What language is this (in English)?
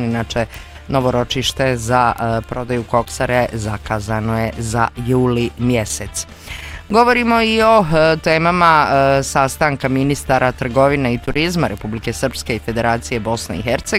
Bosnian